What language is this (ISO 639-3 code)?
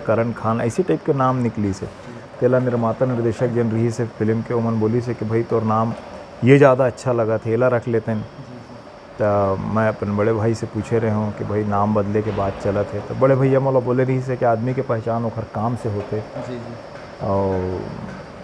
hne